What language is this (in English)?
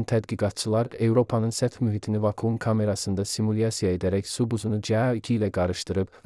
Azerbaijani